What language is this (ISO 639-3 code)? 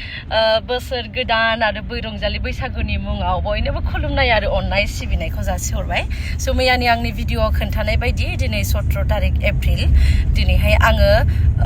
brx